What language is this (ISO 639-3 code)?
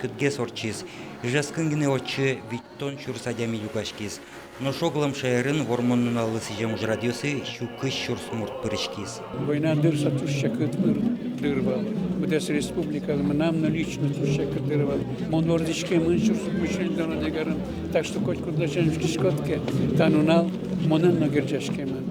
udm